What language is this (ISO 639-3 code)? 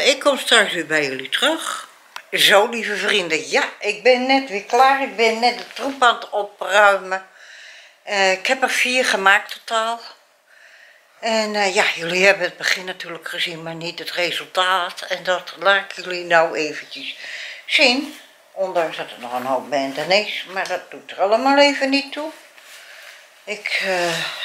nld